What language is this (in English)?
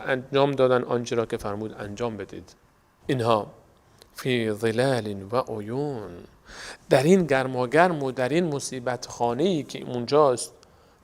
Persian